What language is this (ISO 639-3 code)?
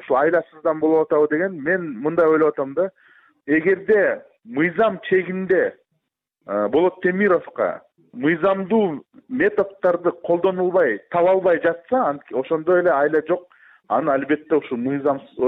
kir